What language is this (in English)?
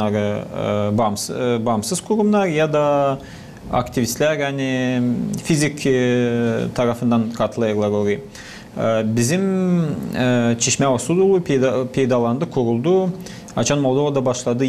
Gagauz